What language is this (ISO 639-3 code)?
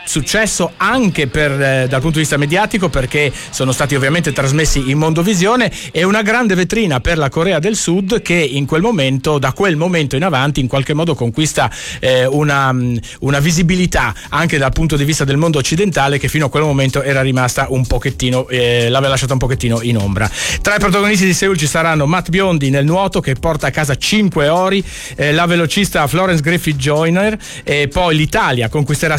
ita